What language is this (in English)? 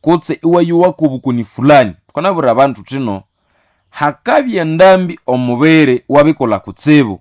Nande